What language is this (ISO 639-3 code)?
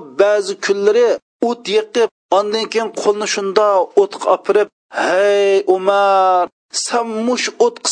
uig